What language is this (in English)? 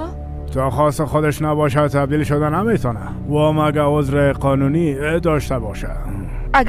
Persian